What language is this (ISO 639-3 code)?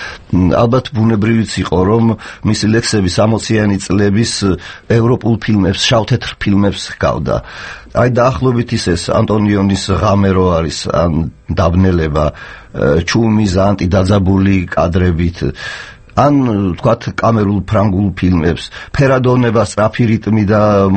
kat